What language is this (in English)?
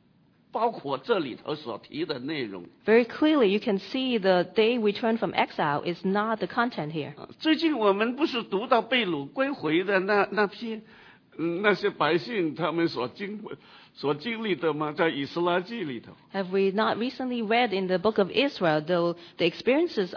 Chinese